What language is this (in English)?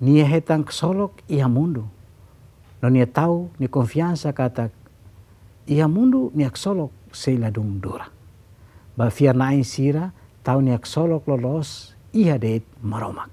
Tetum